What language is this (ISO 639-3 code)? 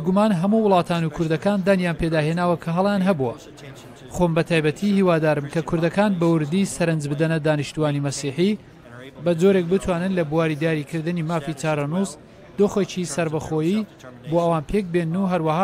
ckb